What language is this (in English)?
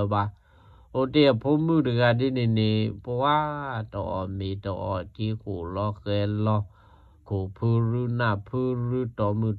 S'gaw Karen